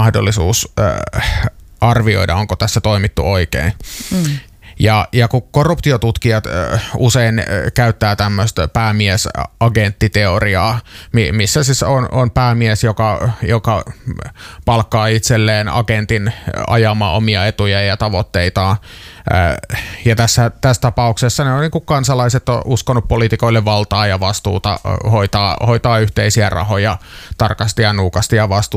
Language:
Finnish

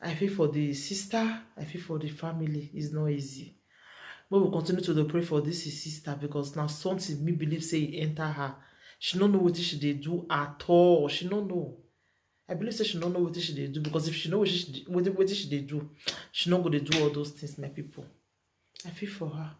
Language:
Nigerian Pidgin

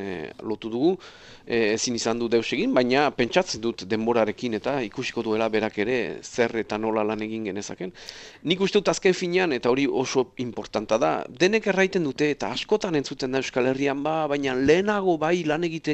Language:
Basque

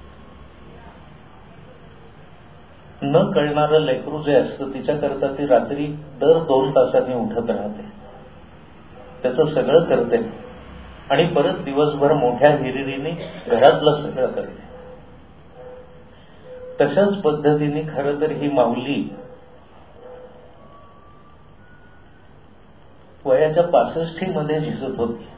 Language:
Marathi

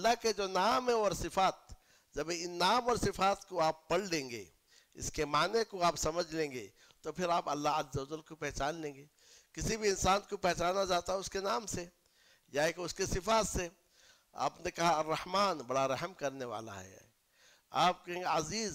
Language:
Urdu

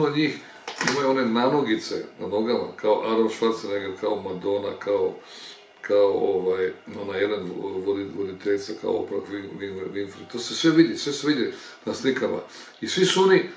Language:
Croatian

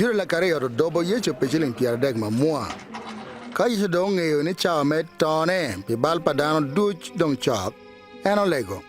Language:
Acoli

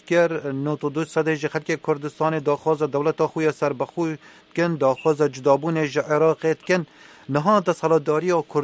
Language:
Kurdish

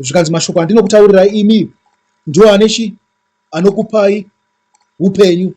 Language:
Shona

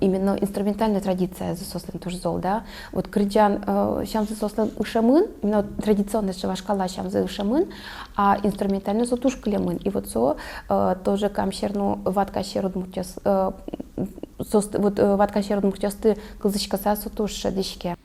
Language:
Udmurt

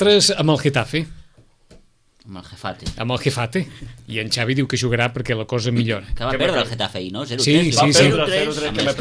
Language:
Catalan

